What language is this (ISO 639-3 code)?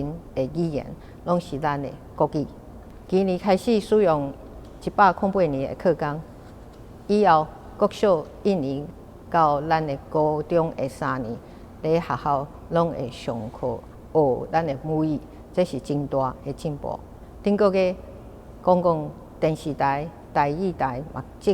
nan